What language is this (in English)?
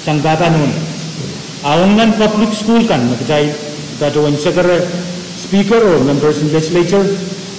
Pohnpeian